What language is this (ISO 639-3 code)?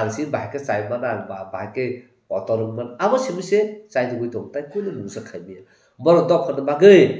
trp